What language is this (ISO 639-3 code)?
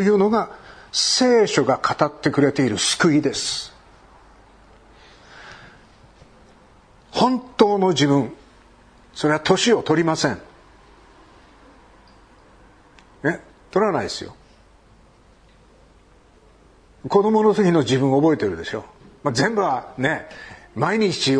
jpn